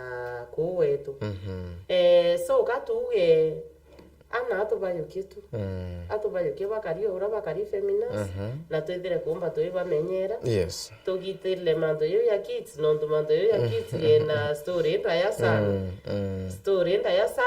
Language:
Meru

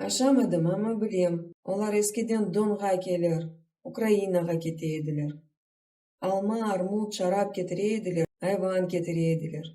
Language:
Crimean Tatar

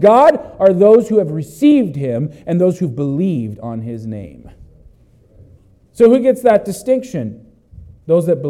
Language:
English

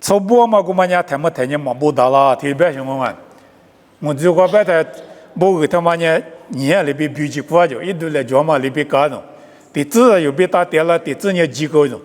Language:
Lisu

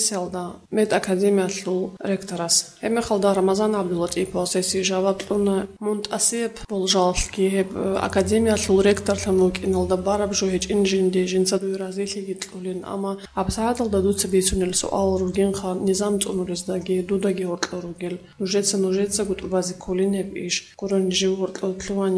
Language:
Avaric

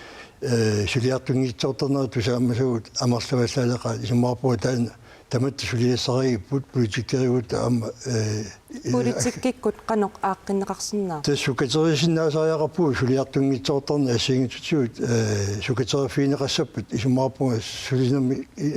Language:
Kalaallisut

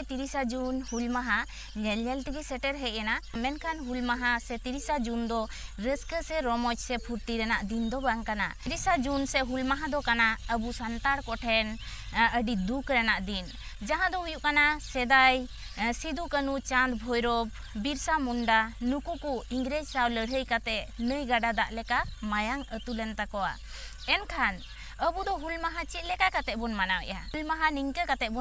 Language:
Santali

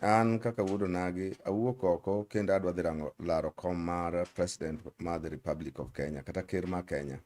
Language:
Luo (Kenya and Tanzania)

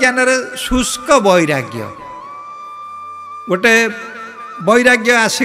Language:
Odia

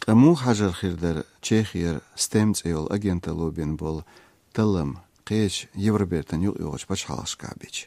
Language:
Chechen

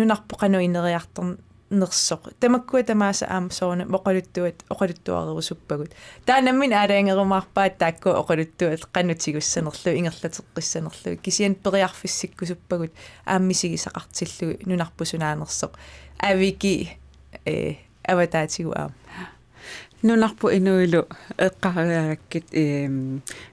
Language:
Kalaallisut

